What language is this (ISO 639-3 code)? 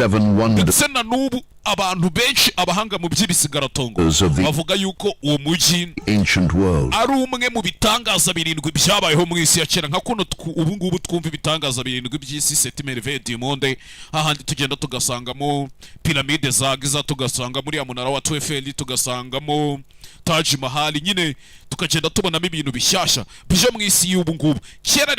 kin